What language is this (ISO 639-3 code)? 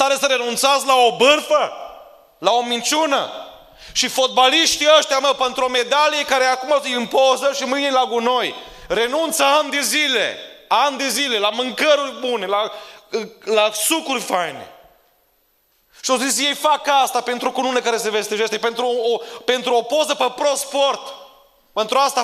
ron